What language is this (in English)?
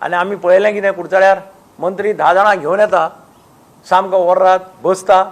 Konkani